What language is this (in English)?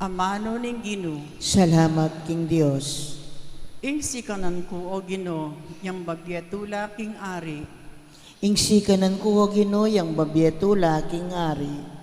Pampanga